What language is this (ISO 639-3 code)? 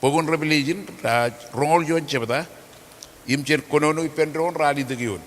mah